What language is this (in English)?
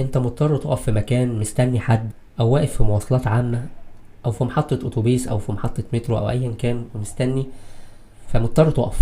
Egyptian Arabic